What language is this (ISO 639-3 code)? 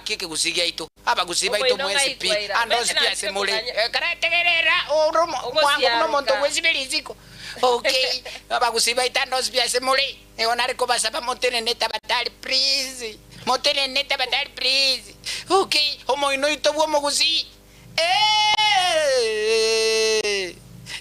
guz